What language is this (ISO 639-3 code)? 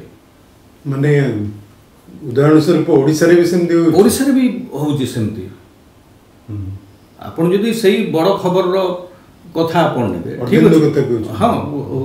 ori